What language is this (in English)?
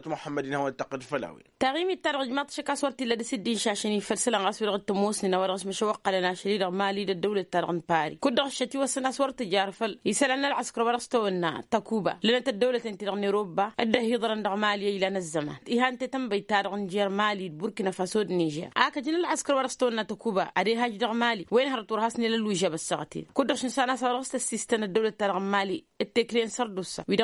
Tamasheq